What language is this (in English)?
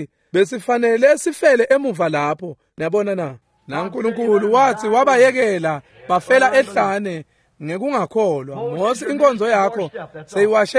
Swati